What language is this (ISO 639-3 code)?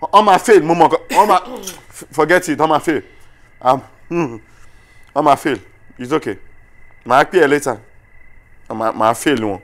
yor